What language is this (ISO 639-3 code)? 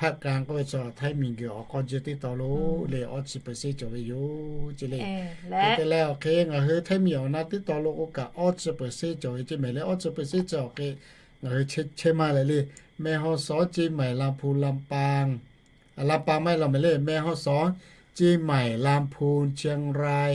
lhu